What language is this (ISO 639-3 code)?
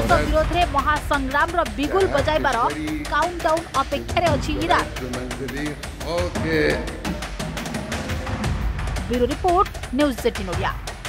ori